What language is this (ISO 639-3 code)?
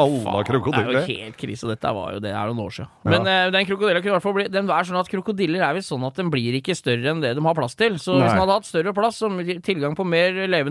nor